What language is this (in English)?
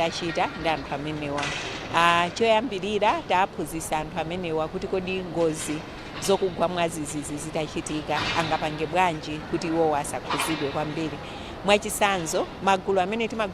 Nyanja